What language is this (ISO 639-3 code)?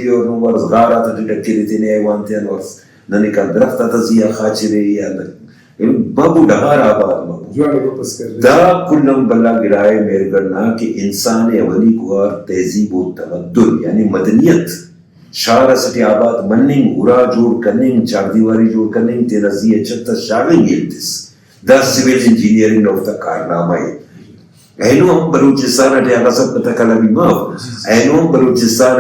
brh